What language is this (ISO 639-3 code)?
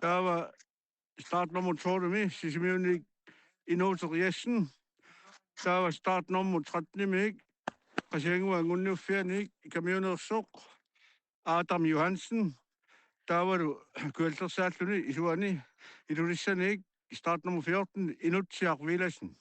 kal